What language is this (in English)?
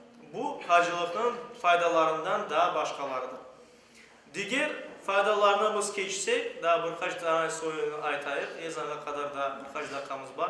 Crimean Tatar